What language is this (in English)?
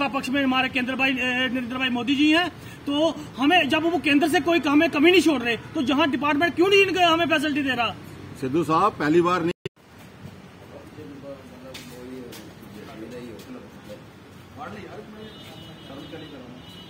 Hindi